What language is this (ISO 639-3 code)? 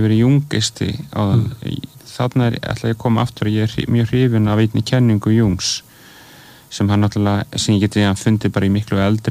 isl